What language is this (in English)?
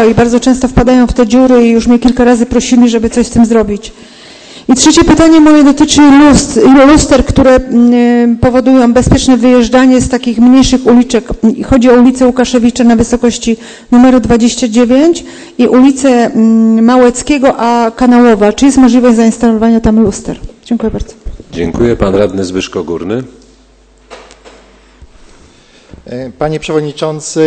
Polish